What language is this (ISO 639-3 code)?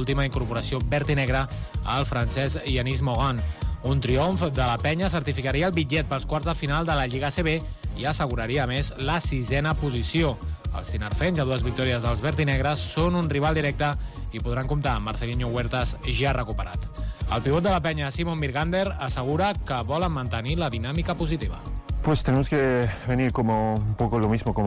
cat